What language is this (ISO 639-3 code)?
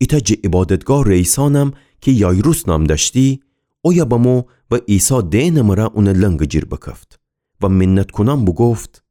glk